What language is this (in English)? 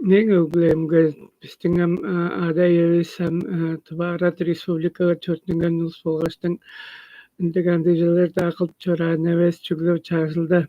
Tuvinian